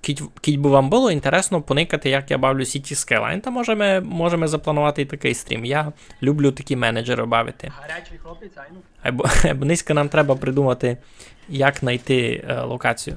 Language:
Rusyn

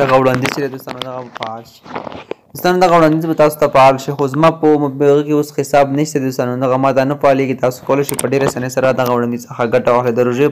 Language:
Pashto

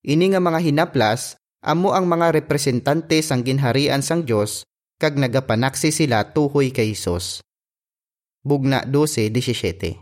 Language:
Hiligaynon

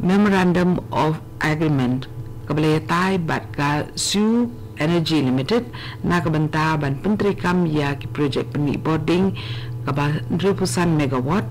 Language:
Khasi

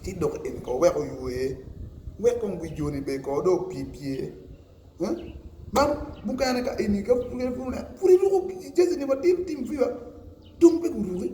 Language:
Acoli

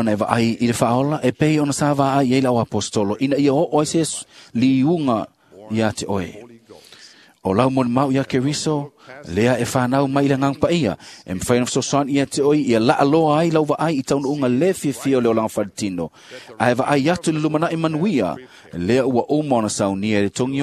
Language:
Samoan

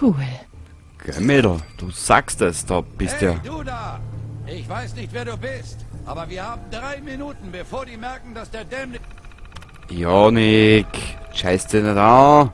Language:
Bavarian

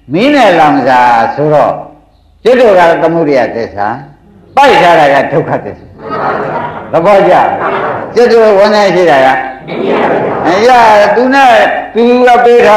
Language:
Burmese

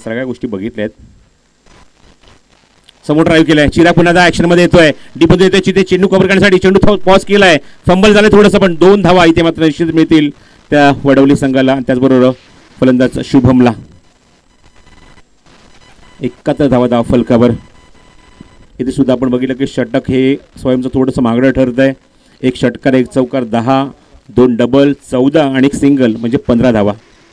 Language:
Marathi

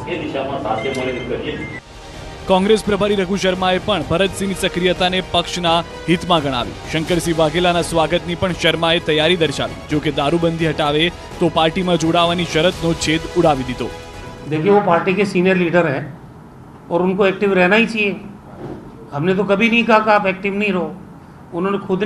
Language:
Gujarati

